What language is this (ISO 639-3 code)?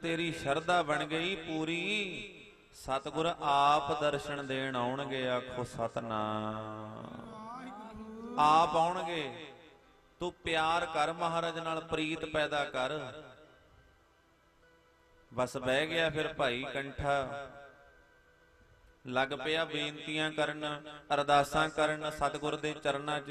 pan